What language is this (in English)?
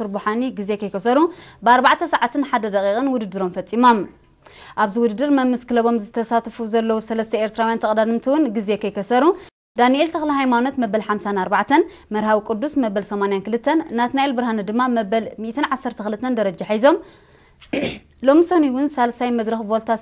Tigrinya